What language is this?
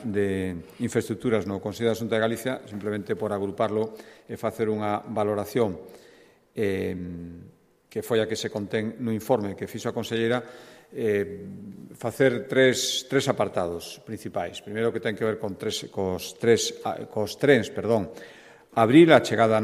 Galician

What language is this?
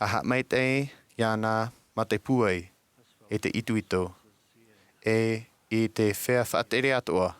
Tahitian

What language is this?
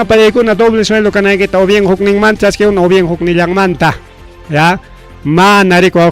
Ayacucho Quechua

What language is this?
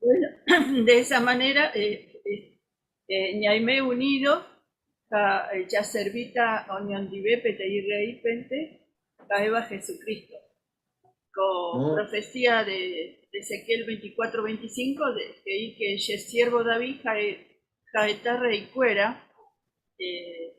Guarani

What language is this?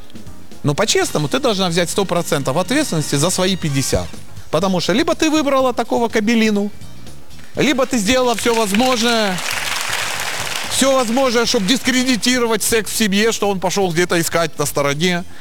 Russian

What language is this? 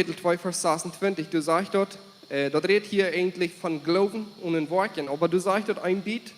Plautdietsch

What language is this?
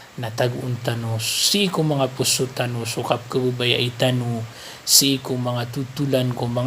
Maranao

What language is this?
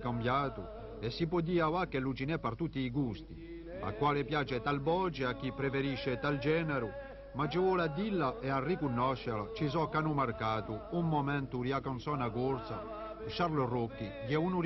Corsican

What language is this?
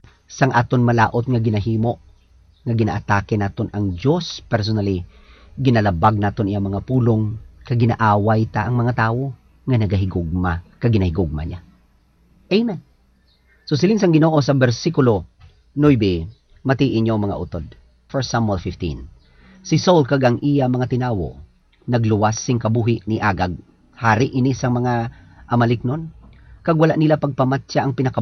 Hiligaynon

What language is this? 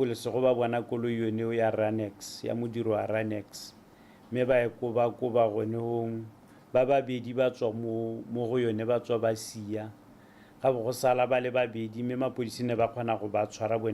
Tswana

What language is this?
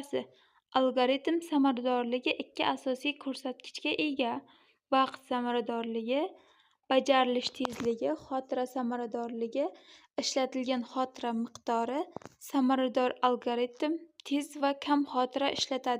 Uzbek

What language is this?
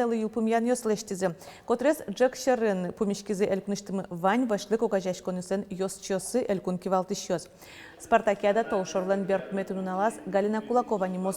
Udmurt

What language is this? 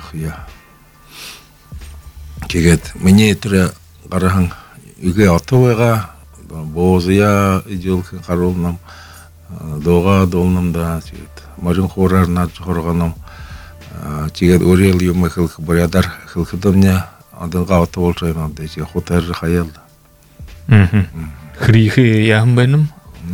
Buriat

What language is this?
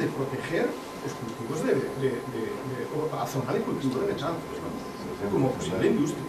Galician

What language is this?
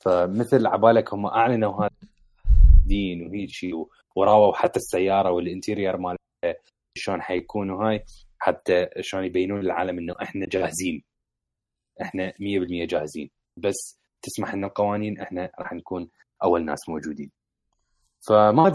Mesopotamian Arabic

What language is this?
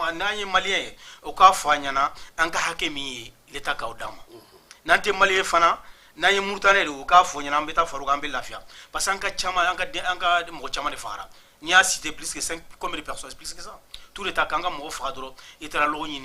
Bambara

